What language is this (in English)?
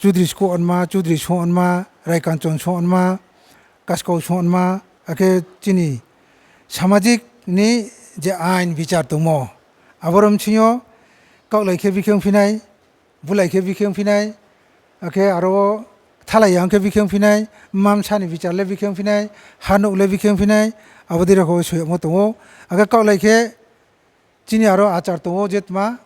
Riang (India)